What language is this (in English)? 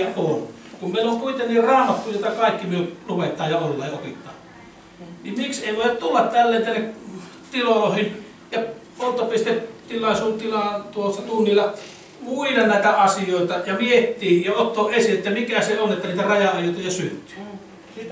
Finnish